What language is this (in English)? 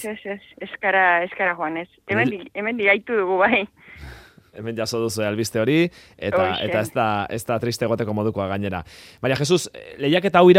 Basque